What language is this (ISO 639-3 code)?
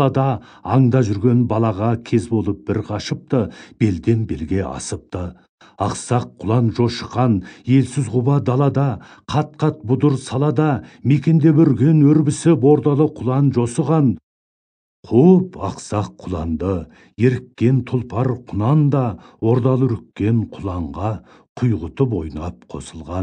kaz